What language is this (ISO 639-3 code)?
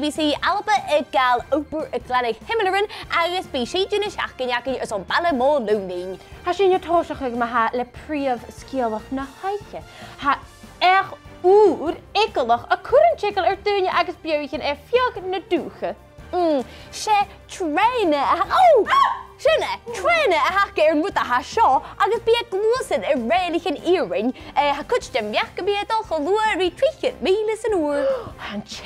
gla